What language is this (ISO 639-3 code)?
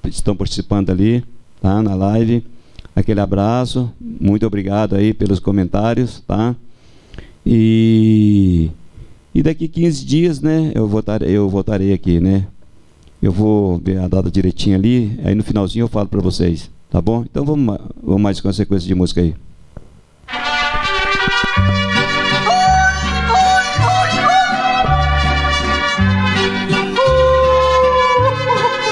por